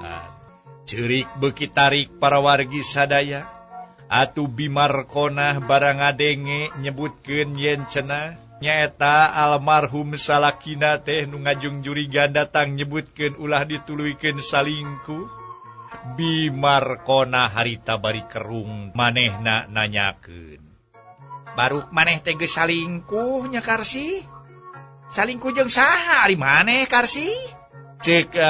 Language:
Sundanese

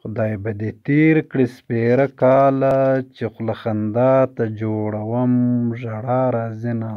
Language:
Pashto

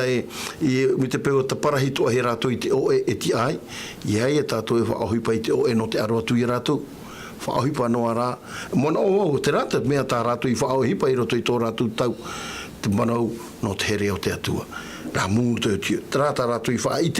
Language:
Tahitian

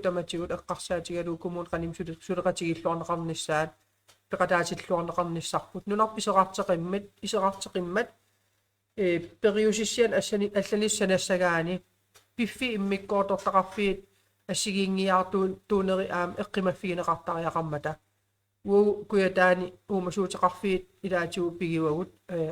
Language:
Kalaallisut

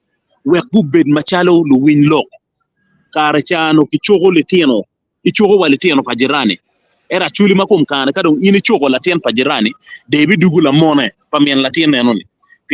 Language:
Acoli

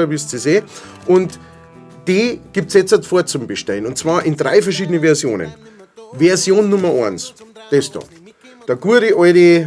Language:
Bavarian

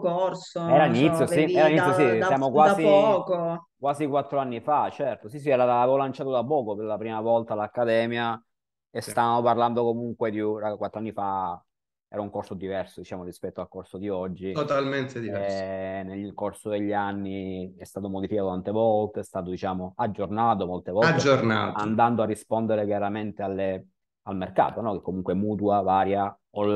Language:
Italian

